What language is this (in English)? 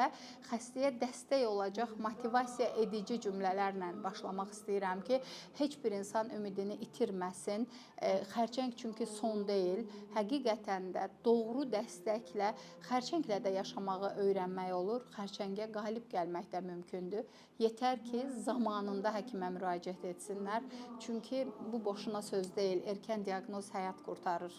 Azerbaijani